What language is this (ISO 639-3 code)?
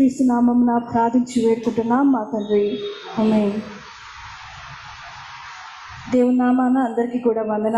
tel